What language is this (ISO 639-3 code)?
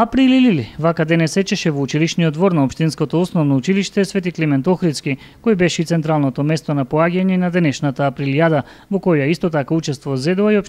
mkd